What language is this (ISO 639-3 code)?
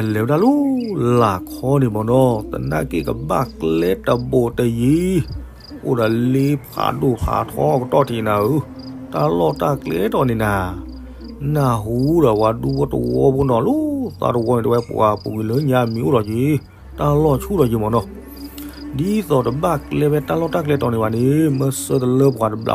ksw